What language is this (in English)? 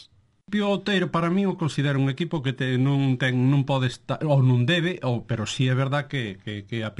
Galician